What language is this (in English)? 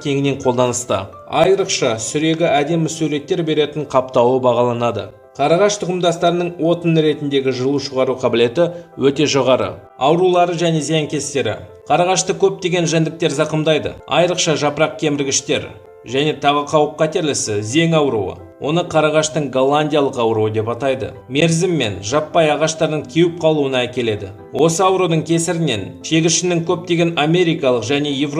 Kazakh